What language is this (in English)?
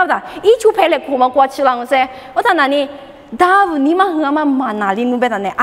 Lisu